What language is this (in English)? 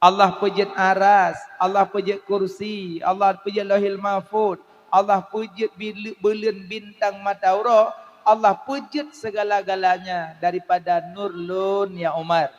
Achinese